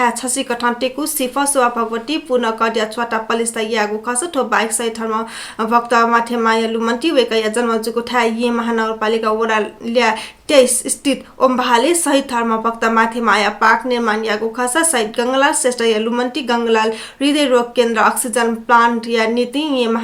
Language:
Newari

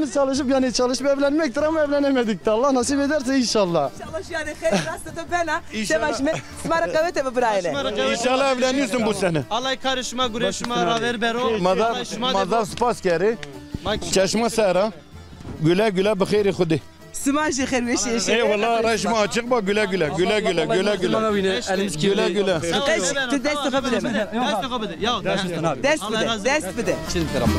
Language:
Zaza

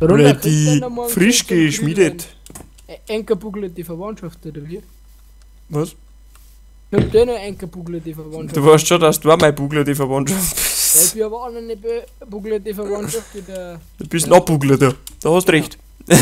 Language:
Bavarian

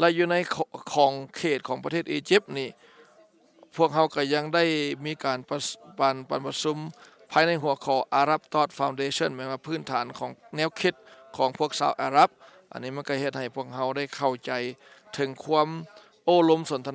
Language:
Thai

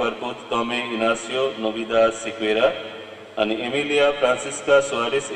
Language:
Konkani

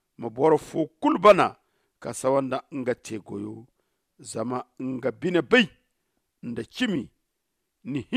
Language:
Zarma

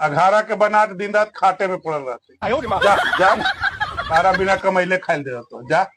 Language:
Magahi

